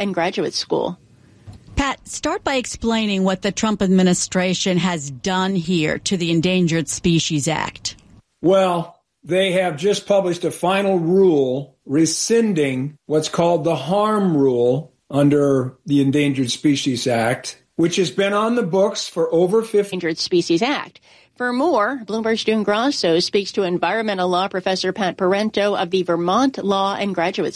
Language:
English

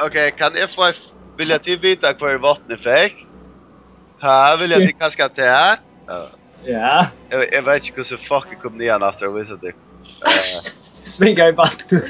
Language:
Faroese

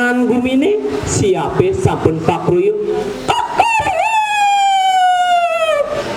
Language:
Balinese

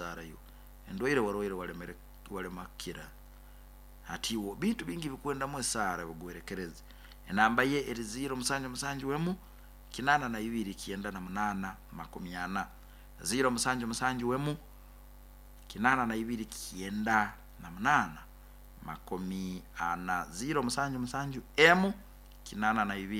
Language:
Nyoro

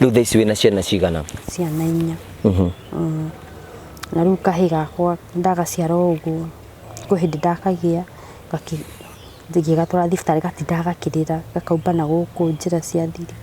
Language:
Kikuyu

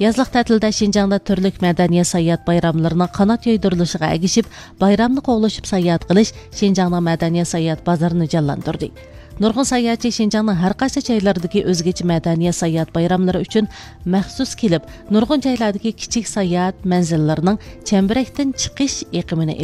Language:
Uyghur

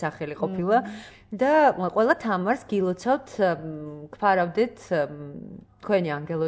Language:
Georgian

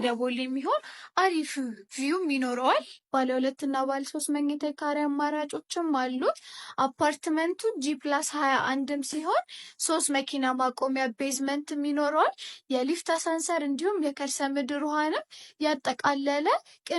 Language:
Amharic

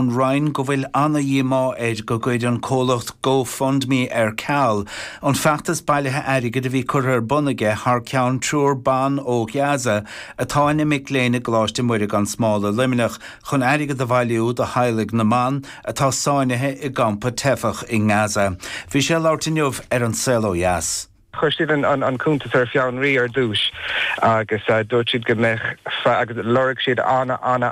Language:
Irish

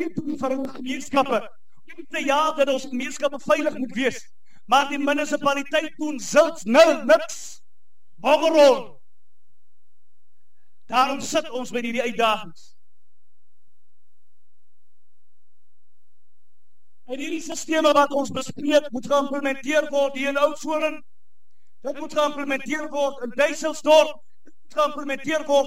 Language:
Afrikaans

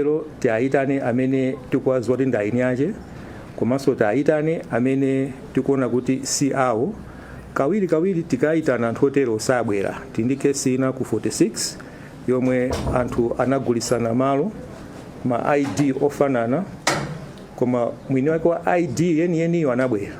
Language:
Nyanja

